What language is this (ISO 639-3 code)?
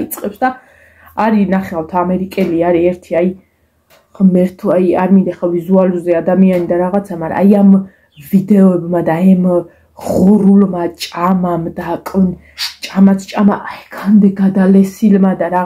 kat